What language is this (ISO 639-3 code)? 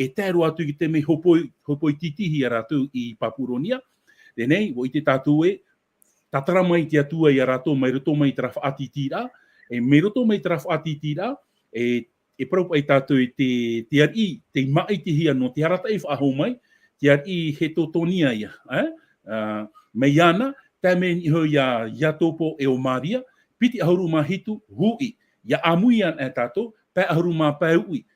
tah